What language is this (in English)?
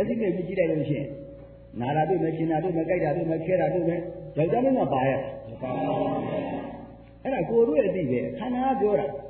Burmese